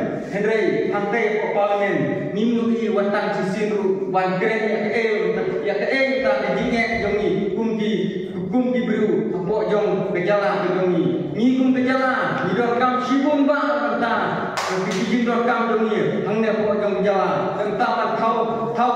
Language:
Khasi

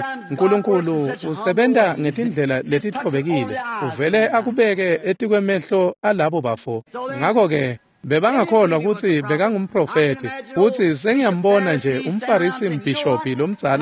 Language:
Swati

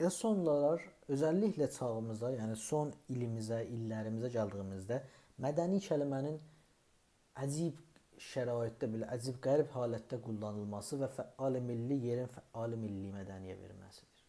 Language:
South Azerbaijani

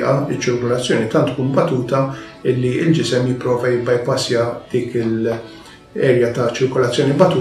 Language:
Maltese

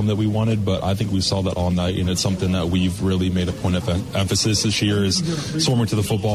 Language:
English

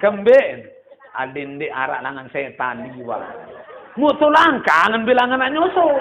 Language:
Sasak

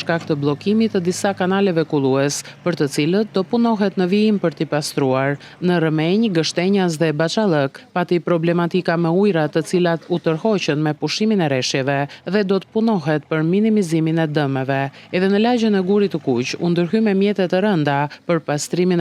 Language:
Albanian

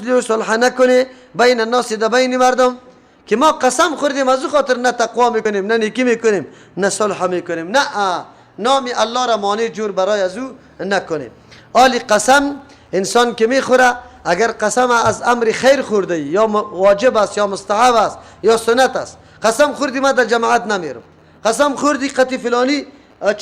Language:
Persian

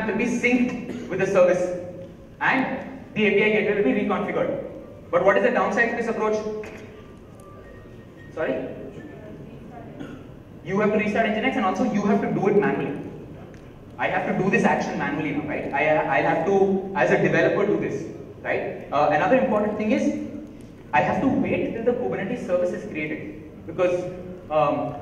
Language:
English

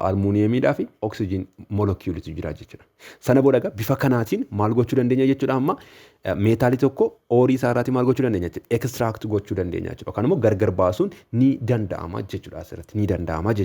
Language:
Oromo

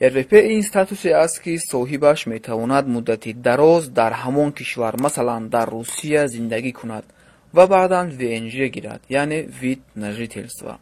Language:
Tajik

